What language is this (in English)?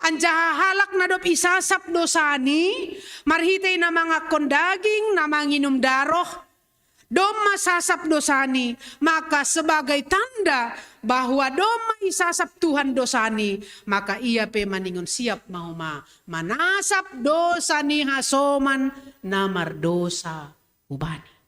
Batak Simalungun